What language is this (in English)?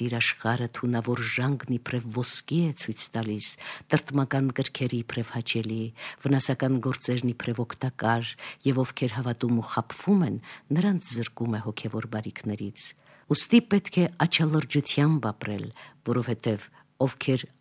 Armenian